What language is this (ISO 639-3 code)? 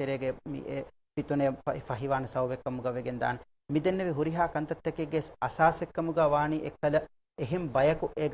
div